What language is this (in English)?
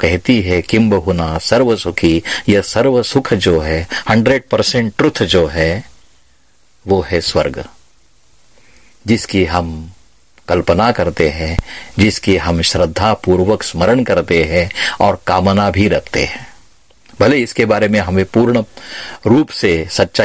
Hindi